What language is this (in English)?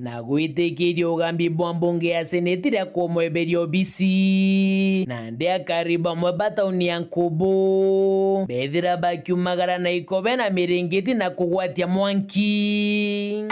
Meru